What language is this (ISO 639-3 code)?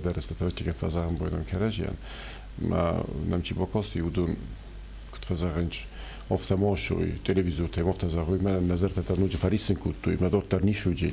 oss